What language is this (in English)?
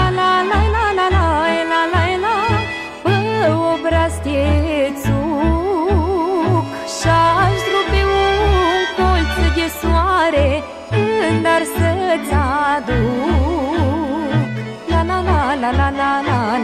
Romanian